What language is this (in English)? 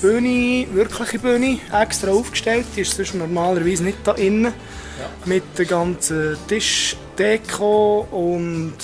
Swiss German